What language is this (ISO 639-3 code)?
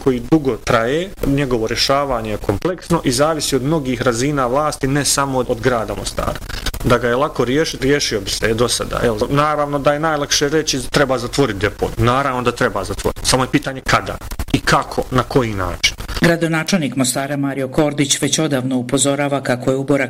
bos